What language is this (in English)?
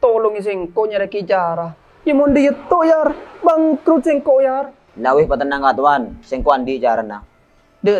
Madurese